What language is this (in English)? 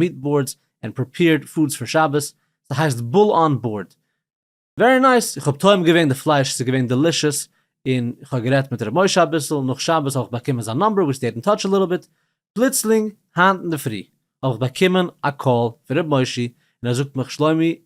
Yiddish